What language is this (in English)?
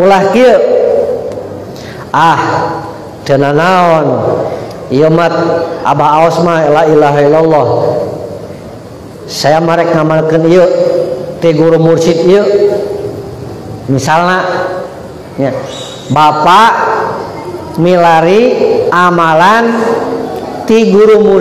Sundanese